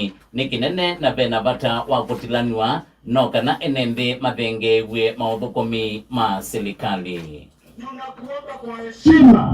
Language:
Kamba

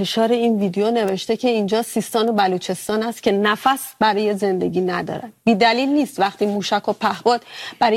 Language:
Persian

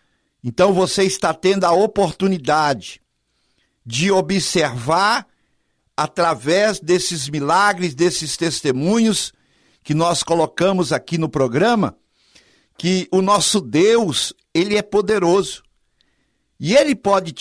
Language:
Portuguese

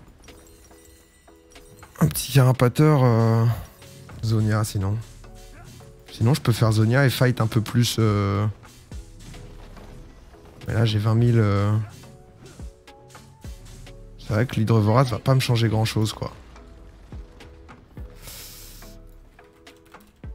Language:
French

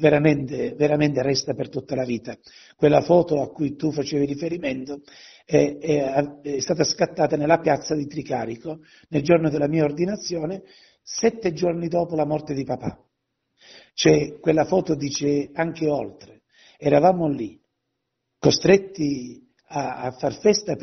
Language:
Italian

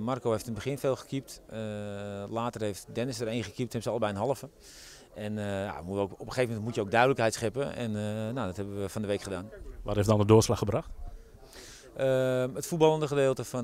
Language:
Dutch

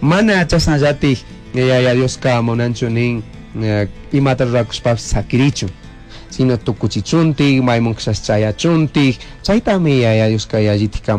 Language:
Chimborazo Highland Quichua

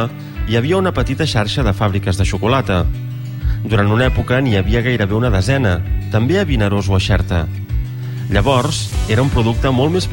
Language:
Catalan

